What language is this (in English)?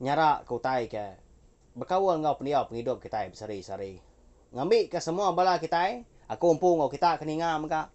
Iban